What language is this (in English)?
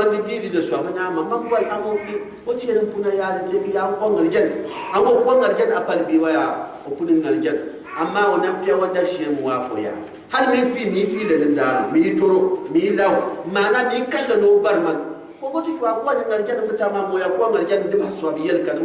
Gourmanchéma